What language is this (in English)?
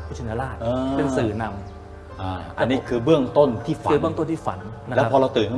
Thai